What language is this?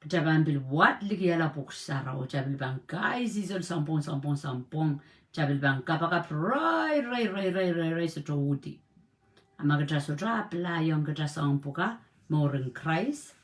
Pohnpeian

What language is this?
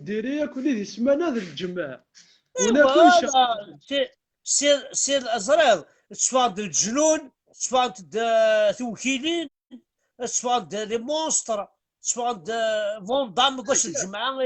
Kabyle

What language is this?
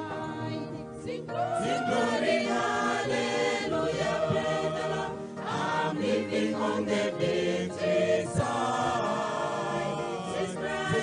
Ewe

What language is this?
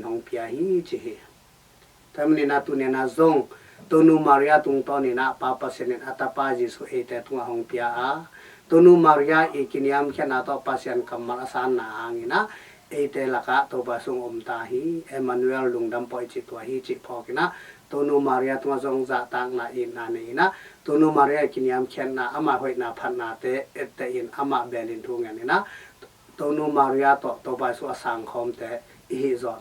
Tedim Chin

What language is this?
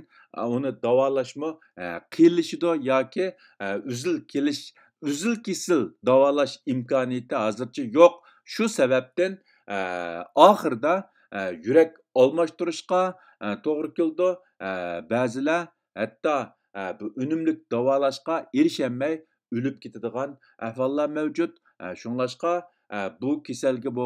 Uyghur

